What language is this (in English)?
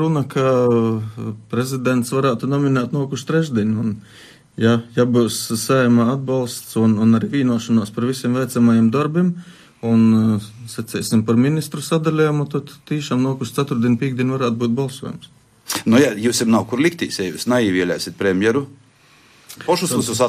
Latvian